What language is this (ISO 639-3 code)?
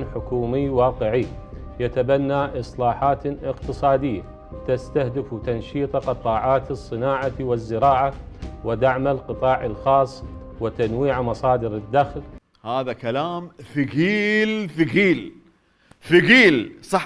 acm